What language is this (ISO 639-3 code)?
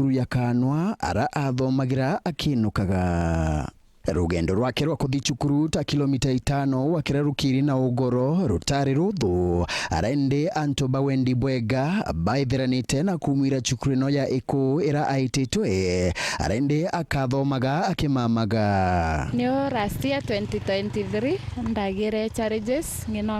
mer